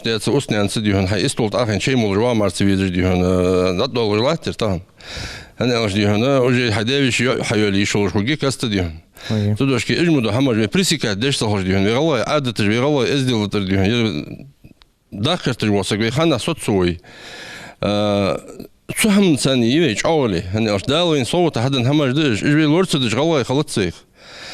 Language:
Ingush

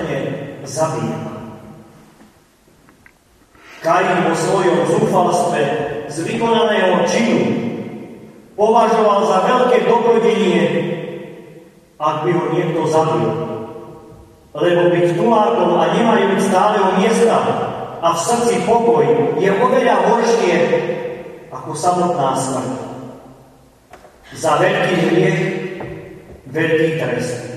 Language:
Slovak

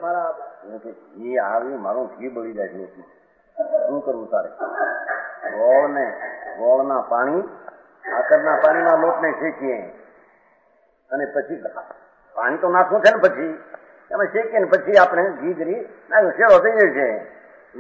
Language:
Gujarati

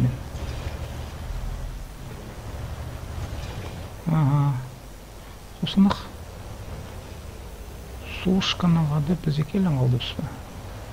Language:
Kazakh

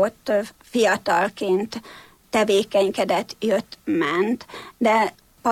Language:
Hungarian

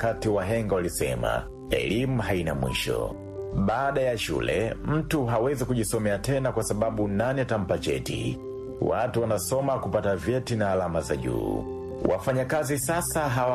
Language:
Swahili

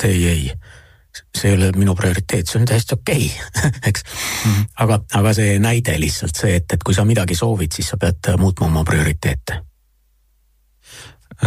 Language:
Estonian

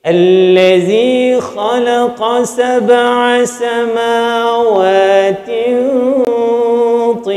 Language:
Malay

